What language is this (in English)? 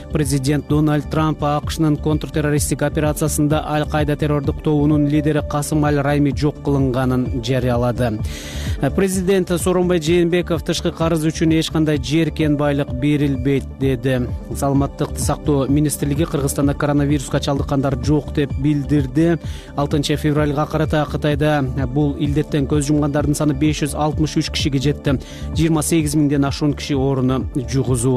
Kyrgyz